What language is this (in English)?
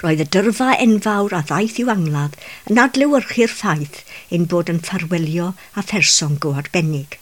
Welsh